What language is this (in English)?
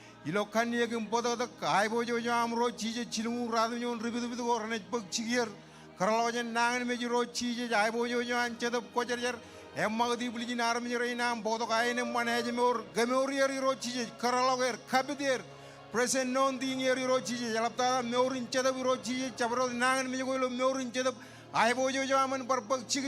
Marshallese